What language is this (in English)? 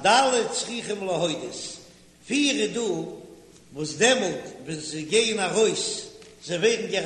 Yiddish